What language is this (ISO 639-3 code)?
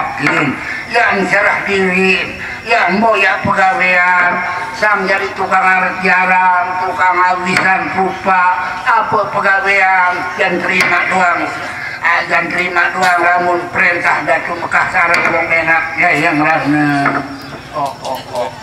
sas